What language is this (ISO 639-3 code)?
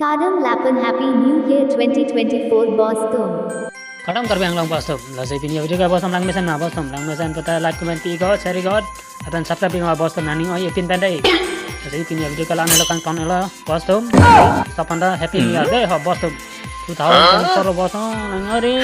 mjw